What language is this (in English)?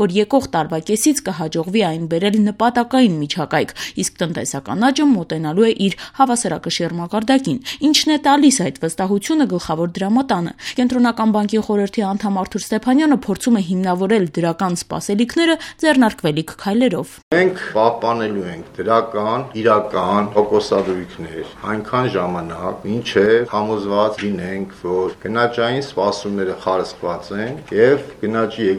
Armenian